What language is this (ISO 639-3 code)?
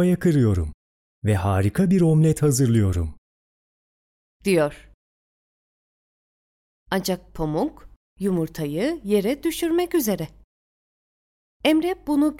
tur